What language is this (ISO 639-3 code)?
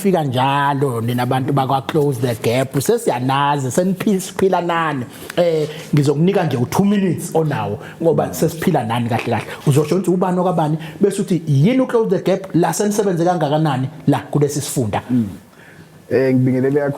zul